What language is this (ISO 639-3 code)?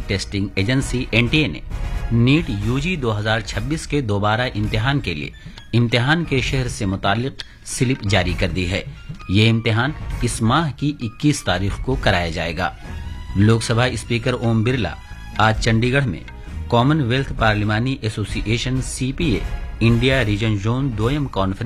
urd